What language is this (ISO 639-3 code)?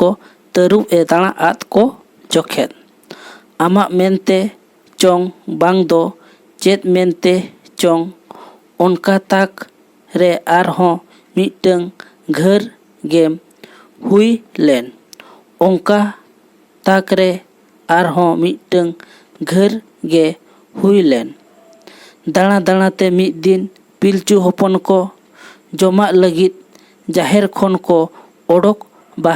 sat